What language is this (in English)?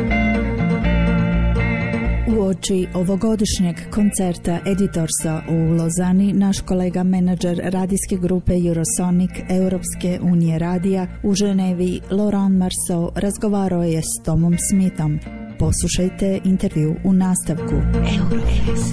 Croatian